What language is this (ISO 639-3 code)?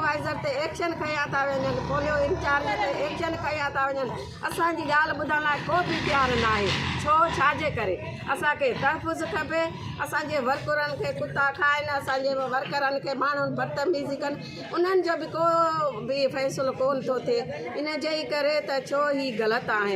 snd